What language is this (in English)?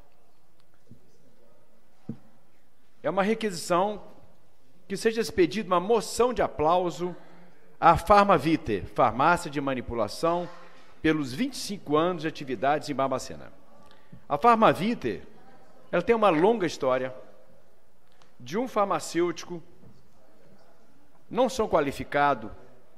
Portuguese